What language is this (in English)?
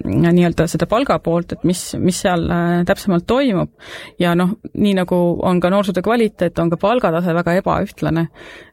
Estonian